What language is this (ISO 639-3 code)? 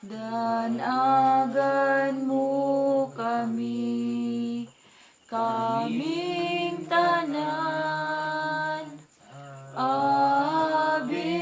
ceb